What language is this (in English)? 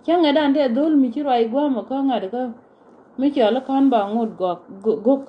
Nuer